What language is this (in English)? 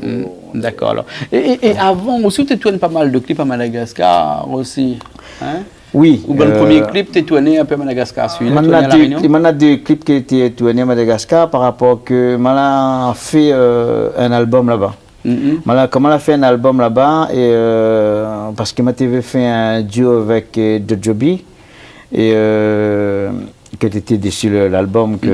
Réunion Creole French